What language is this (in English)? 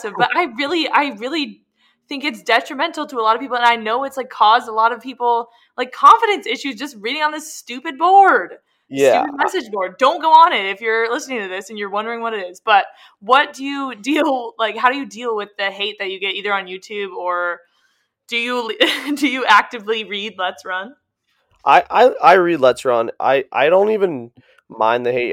English